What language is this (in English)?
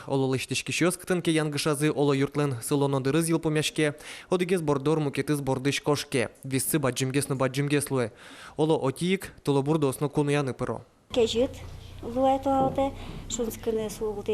Udmurt